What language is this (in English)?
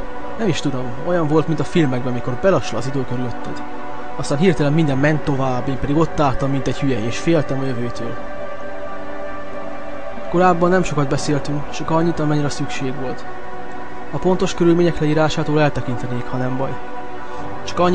Hungarian